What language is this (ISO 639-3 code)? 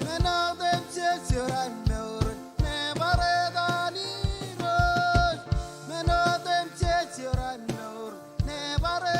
mah